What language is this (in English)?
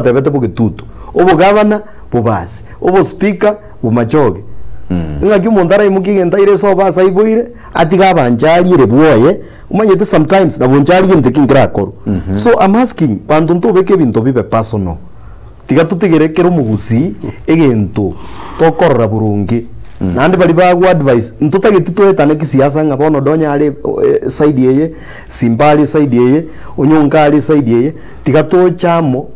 Gusii